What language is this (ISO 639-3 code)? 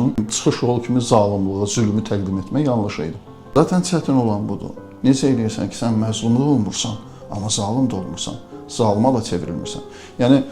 aze